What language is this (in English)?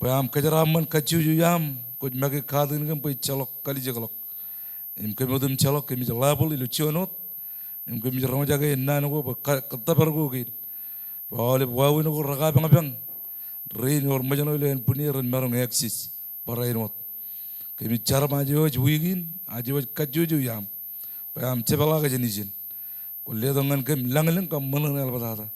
Marshallese